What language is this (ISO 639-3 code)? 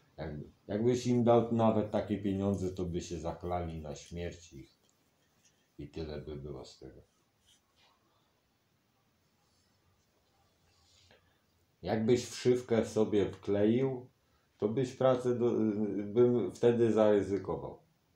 pol